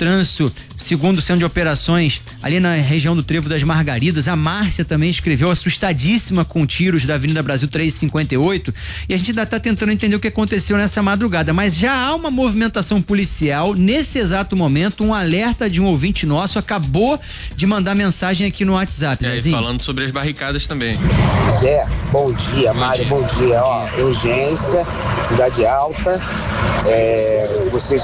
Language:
Portuguese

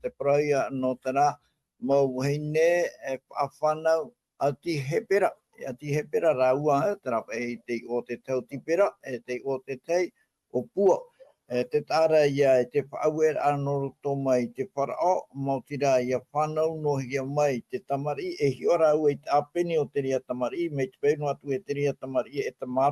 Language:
Tahitian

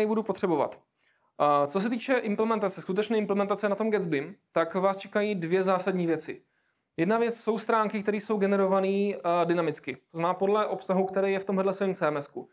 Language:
Czech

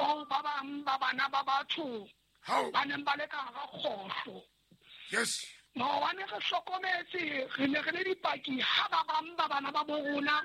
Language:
Southern Sotho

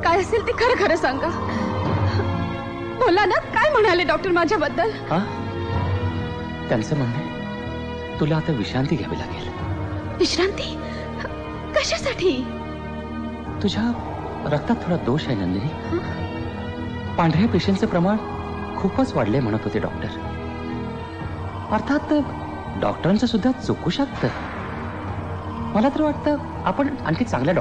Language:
Marathi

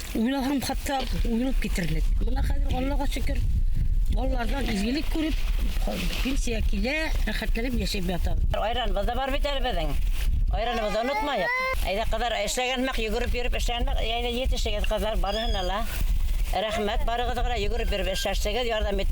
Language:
Bashkir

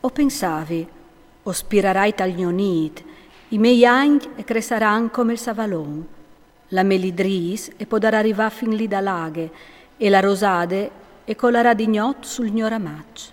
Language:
Friulian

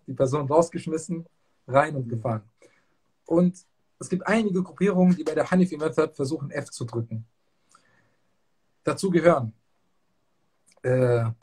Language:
German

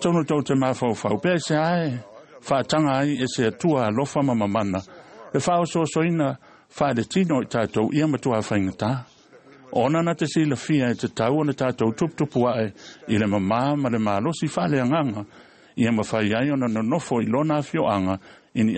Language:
Samoan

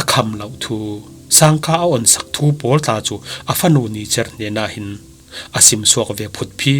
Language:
Falam Chin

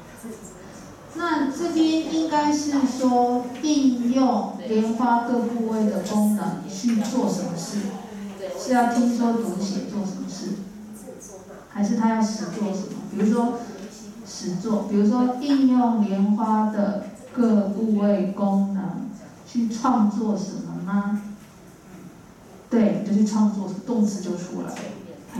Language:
Chinese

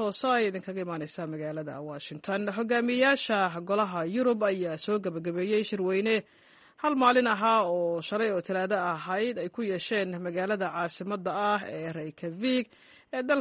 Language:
Somali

